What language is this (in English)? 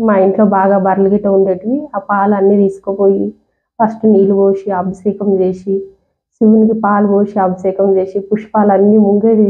Telugu